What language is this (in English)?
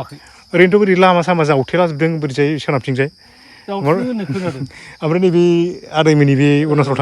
Bodo